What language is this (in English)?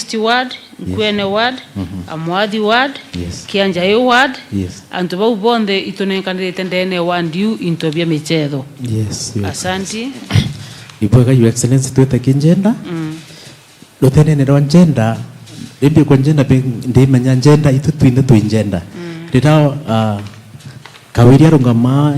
Meru